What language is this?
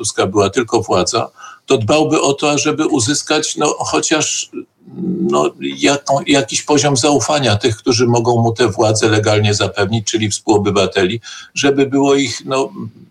Polish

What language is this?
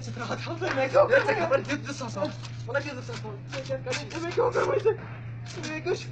Kashmiri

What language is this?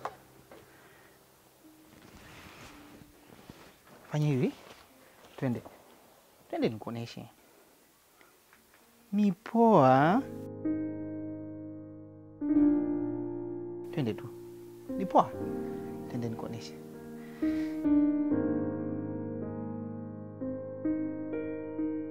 Swahili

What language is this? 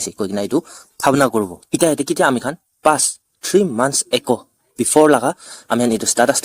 Naga Pidgin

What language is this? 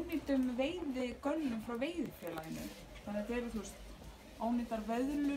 Icelandic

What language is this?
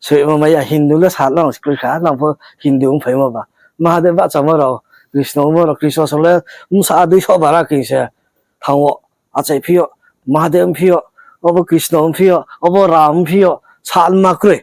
Riang (India)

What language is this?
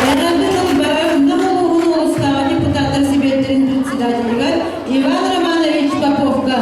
Yakut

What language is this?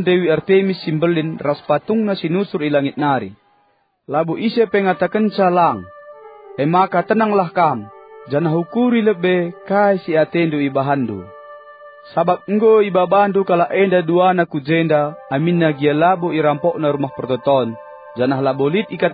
Batak Karo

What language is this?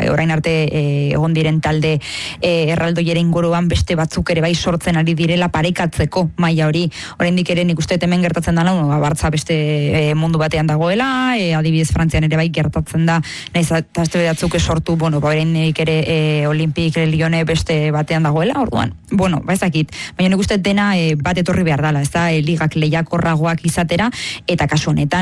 Basque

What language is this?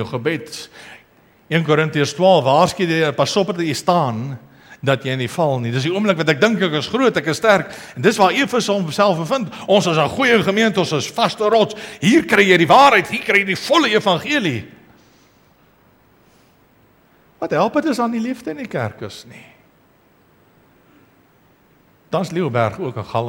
Afrikaans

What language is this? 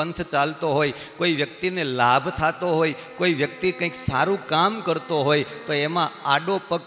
Gujarati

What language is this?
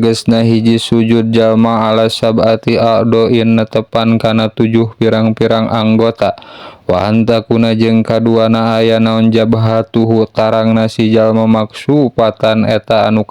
Sundanese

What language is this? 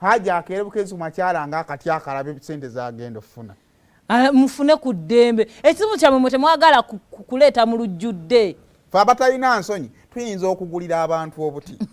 Ganda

